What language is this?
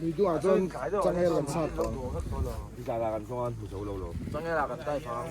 Mizo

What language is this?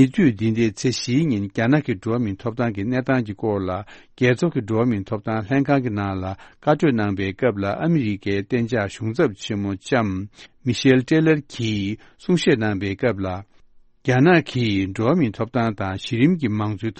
Tibetan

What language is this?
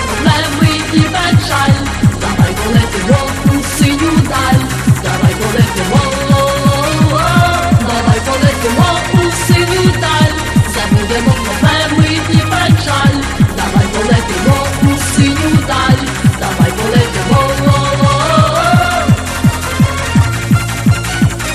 Ukrainian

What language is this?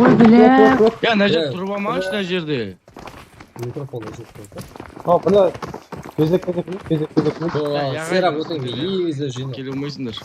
Kara-Kalpak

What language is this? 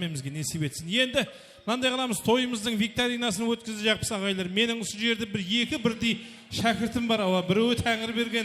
Kara-Kalpak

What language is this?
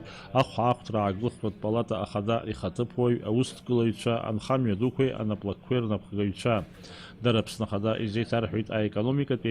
Abkhazian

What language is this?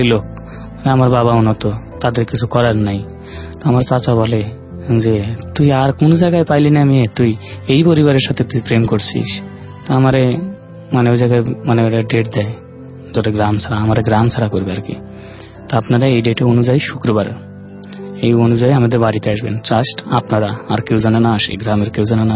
Bangla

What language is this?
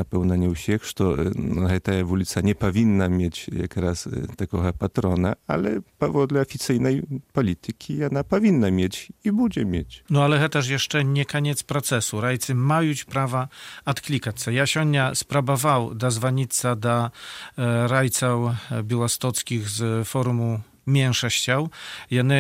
Belarusian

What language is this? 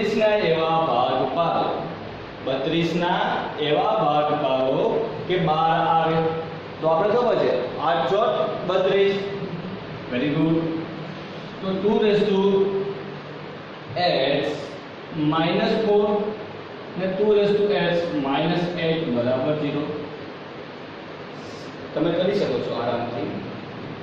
Gujarati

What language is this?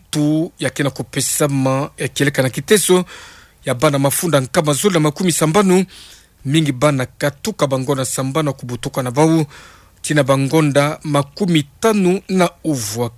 Kituba (Democratic Republic of Congo)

